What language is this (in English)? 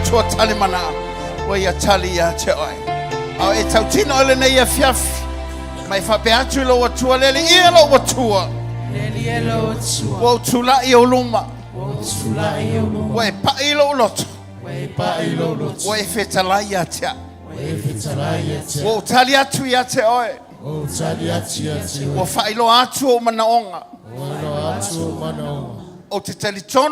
Samoan